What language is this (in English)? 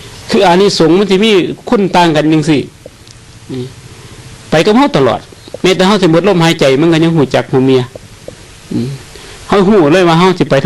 Northeastern Thai